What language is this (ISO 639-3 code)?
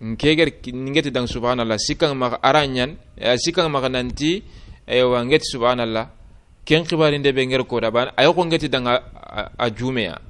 snk